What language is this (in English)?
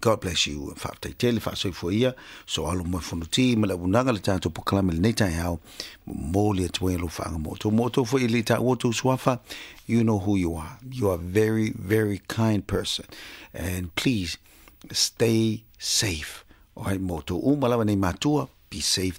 Samoan